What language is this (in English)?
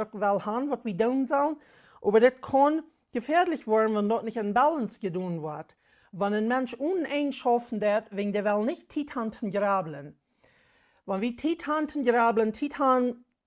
Plautdietsch